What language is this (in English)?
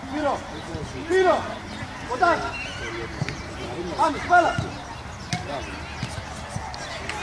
Greek